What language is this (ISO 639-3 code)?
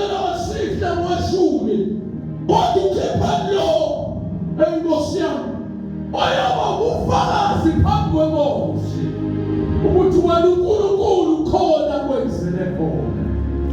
zul